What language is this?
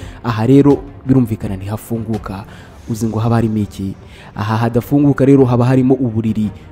Kinyarwanda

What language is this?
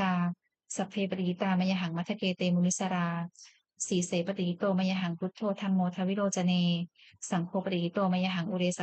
Pali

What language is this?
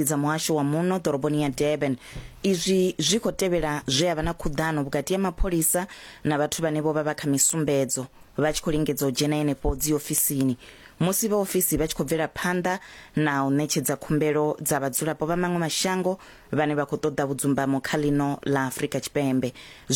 Venda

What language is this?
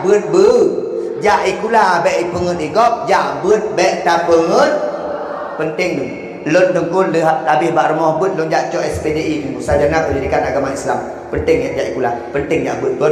Achinese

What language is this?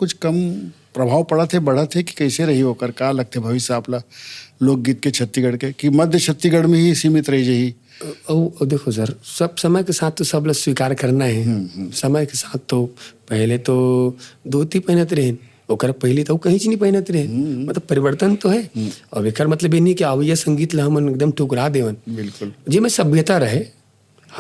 Chhattisgarhi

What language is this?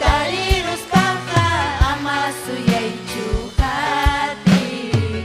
Ayacucho Quechua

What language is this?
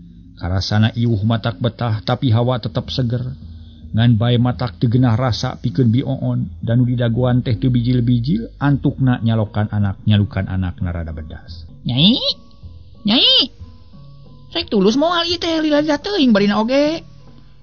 Sundanese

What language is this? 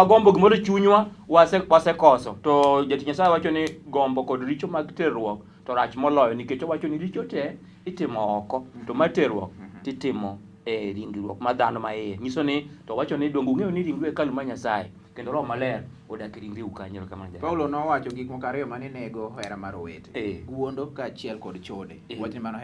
Luo (Kenya and Tanzania)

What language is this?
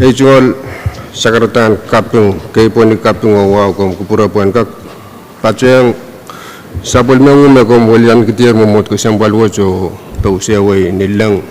Pohnpeian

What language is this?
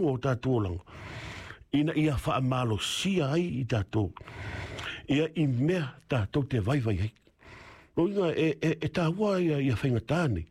Samoan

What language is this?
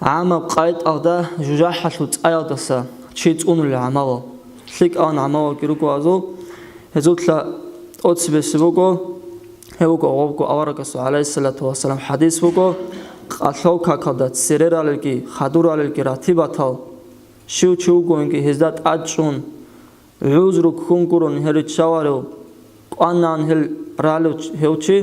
Avaric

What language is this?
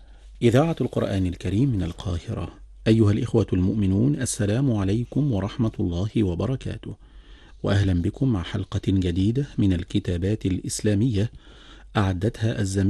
Arabic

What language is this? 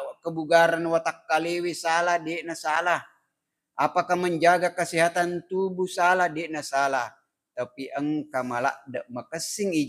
Buginese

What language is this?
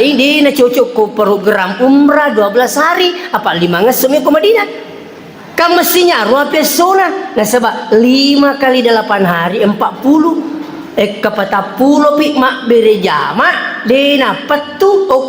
Buginese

